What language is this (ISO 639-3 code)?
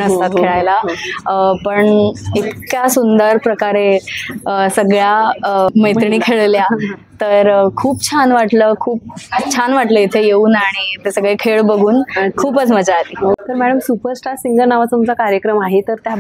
mar